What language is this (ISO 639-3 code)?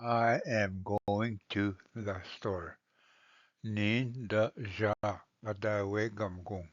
oji